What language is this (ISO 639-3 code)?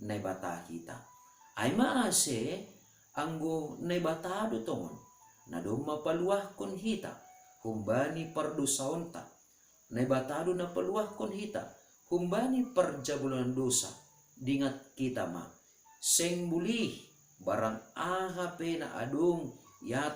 bts